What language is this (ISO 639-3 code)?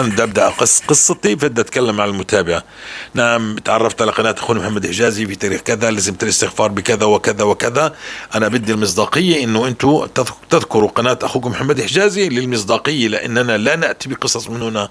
apc